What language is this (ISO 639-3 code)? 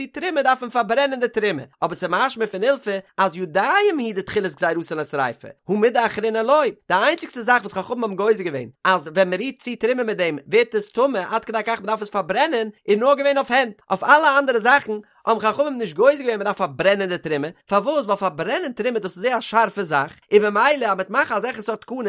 yid